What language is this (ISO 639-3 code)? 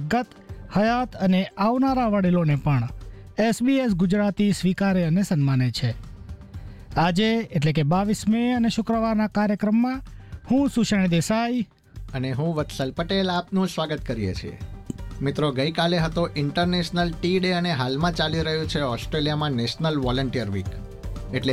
guj